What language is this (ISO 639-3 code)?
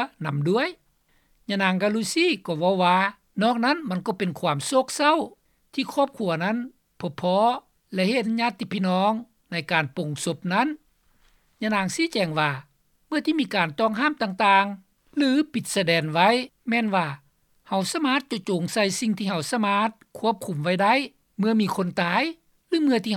lao